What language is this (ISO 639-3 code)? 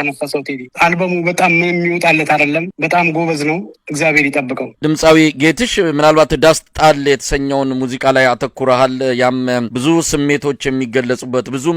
amh